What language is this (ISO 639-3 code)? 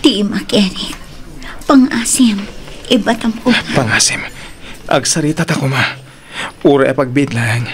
ilo